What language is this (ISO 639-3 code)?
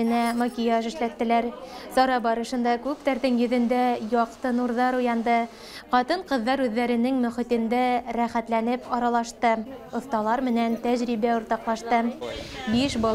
bak